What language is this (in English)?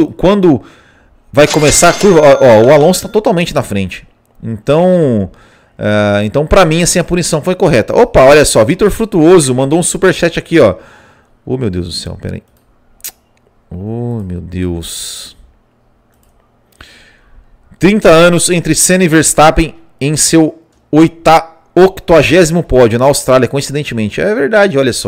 Portuguese